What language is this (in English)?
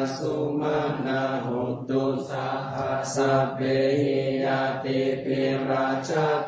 Pali